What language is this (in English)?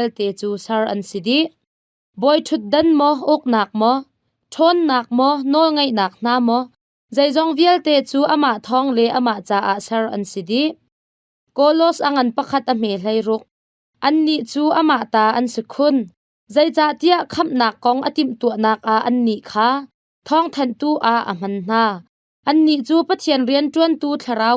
Hakha Chin